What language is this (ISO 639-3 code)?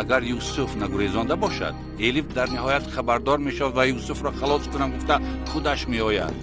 tgk